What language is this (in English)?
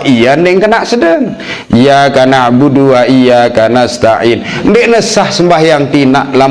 Sasak